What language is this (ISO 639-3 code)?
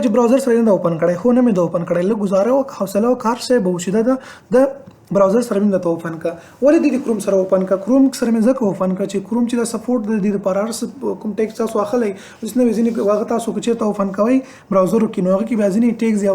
pus